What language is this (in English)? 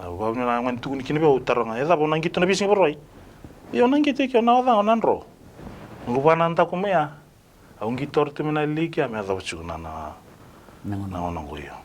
Fijian